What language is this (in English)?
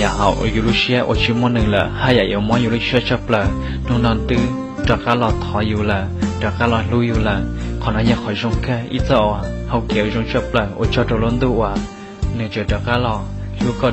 Hmong